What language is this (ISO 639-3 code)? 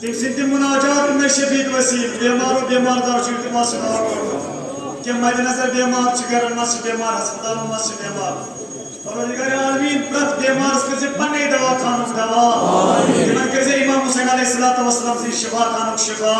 kas